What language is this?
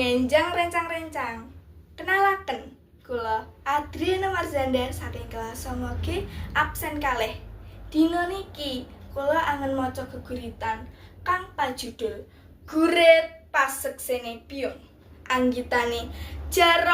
Javanese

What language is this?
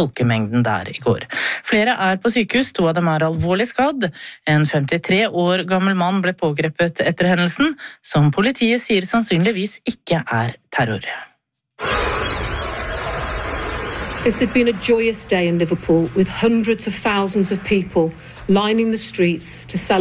Norwegian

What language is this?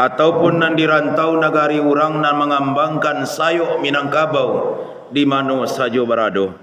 Minangkabau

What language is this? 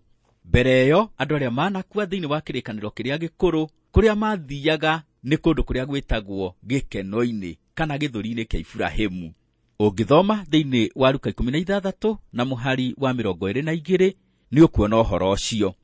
Kikuyu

